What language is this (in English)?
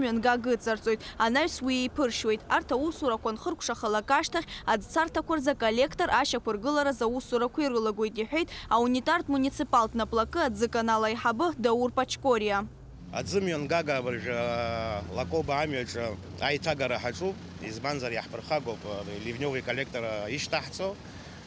Abkhazian